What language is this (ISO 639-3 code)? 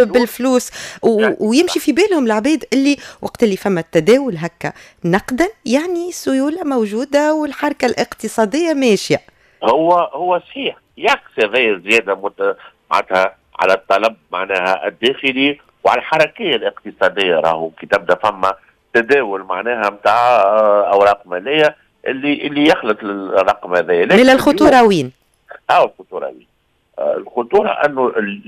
aeb